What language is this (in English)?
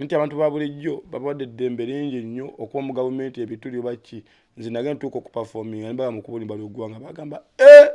Ganda